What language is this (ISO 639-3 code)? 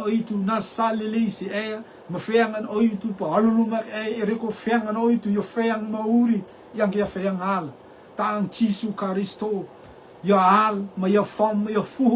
rtm